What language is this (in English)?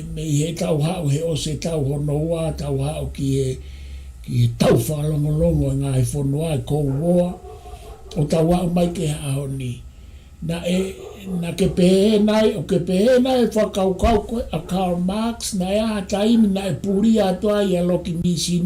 Tongan